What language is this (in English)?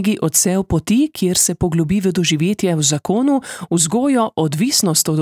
Slovenian